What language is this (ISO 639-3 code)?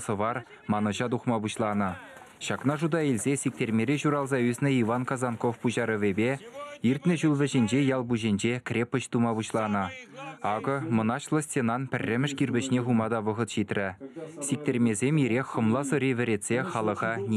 chv